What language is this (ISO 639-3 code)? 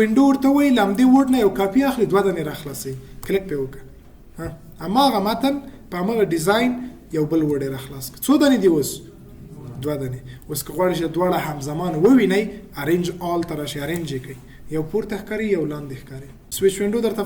pus